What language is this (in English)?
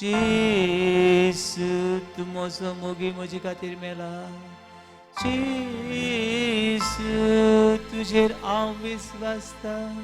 Konkani